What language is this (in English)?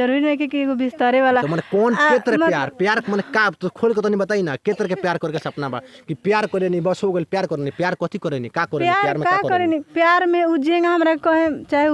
Bhojpuri